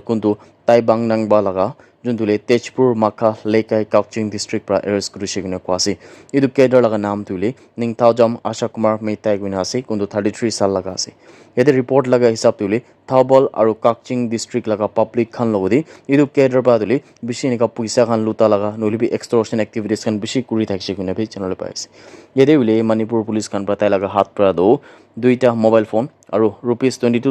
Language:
Naga Pidgin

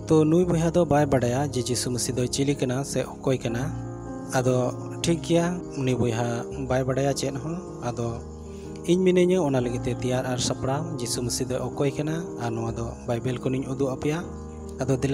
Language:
Santali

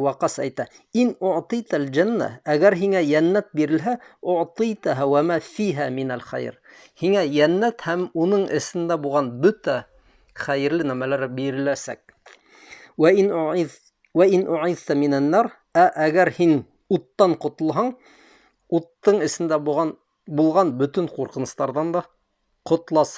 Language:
Bashkir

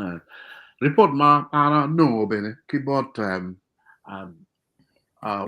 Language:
Acoli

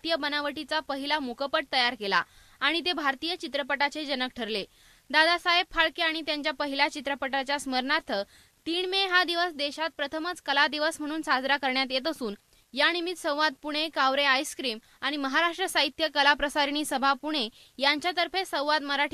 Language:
Marathi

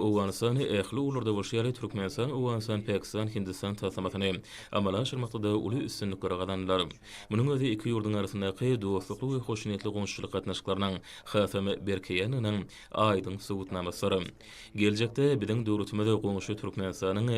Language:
Turkmen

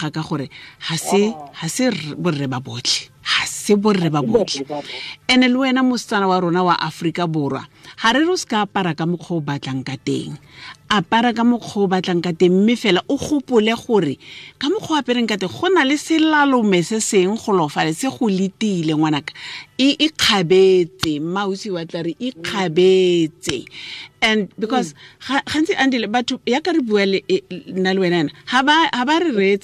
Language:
Tswana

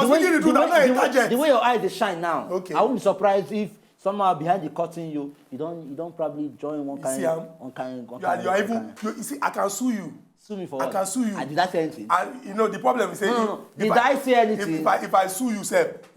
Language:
Nigerian Pidgin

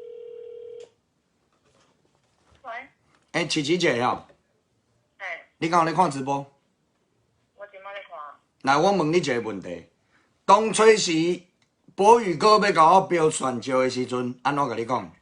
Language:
Min Nan Chinese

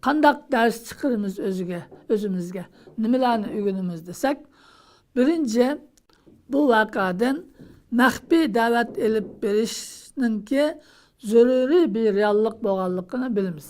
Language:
Uyghur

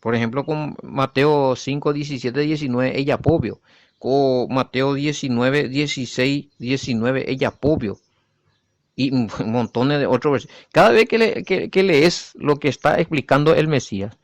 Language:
Guarani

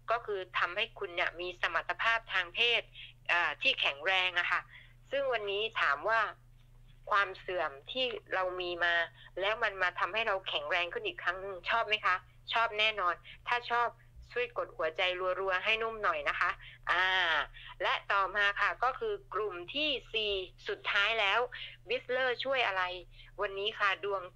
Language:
Thai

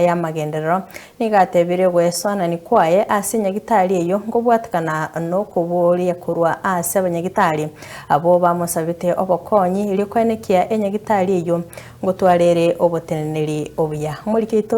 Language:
Gusii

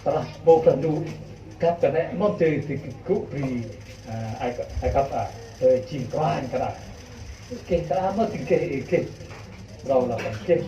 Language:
Central Mnong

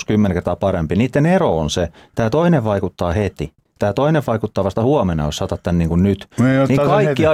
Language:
Finnish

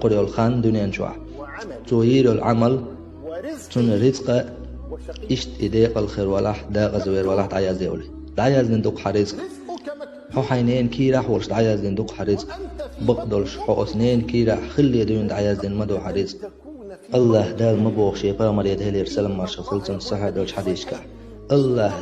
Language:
Chechen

